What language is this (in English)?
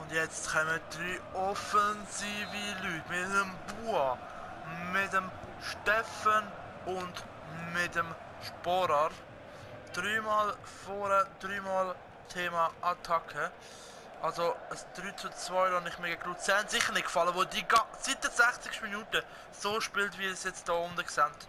Swiss German